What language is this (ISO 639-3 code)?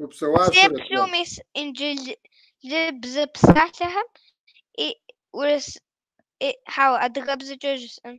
kbd